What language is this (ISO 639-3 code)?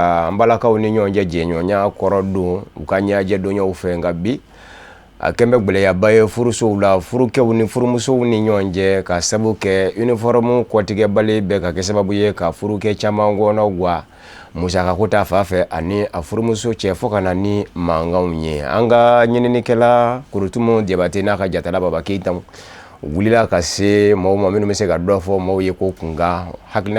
bam